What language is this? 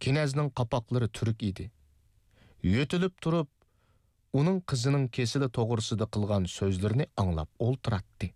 Uyghur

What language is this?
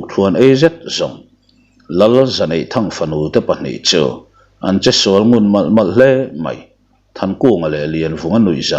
Mizo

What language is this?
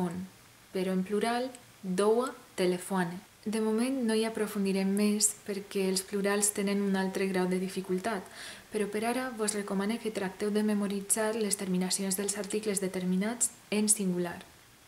Catalan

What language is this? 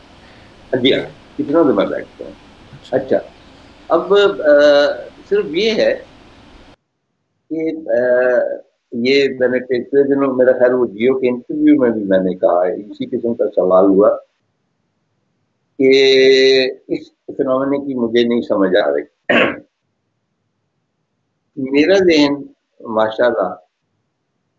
Urdu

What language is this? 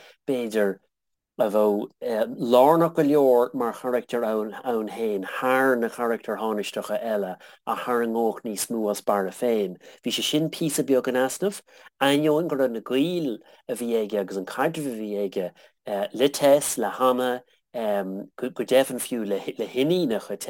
Irish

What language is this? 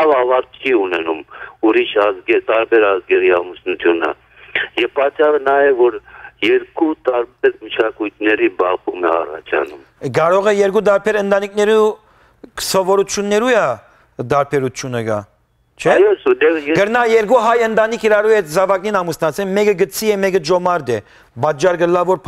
Western Armenian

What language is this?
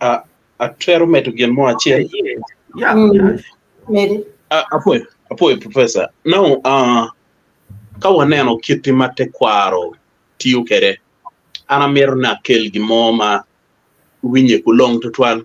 Acoli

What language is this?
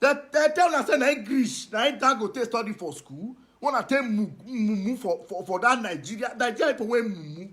Nigerian Pidgin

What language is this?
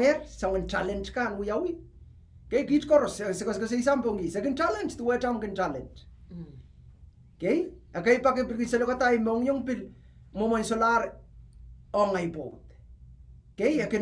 Pohnpeian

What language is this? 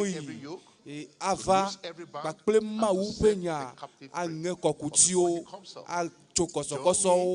Ewe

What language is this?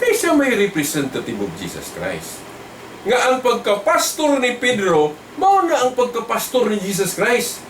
Cebuano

